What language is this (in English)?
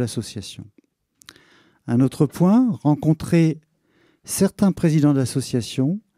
French